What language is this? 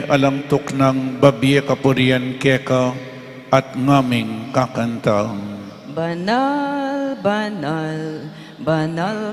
Pampanga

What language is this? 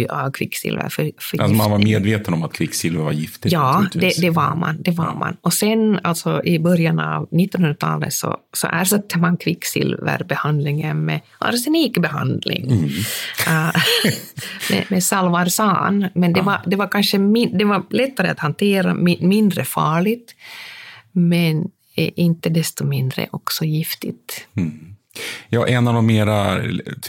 Swedish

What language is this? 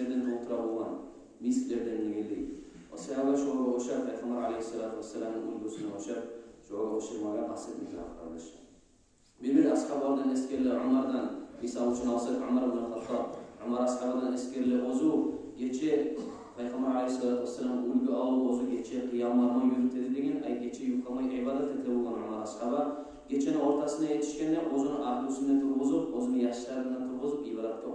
Kumyk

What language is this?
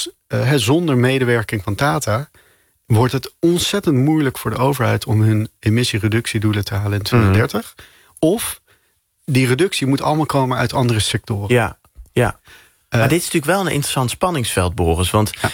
Dutch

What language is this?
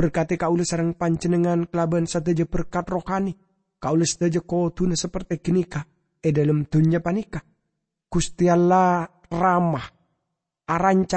Madurese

